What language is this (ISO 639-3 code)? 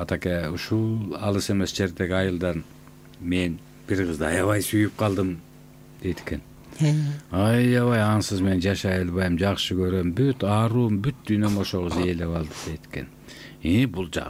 kir